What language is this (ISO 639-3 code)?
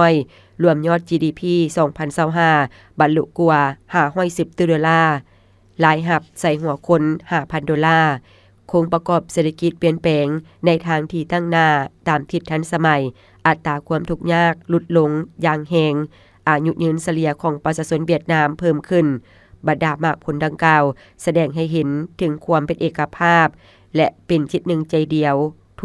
lao